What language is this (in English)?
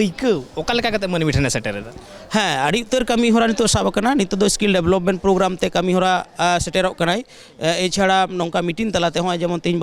Santali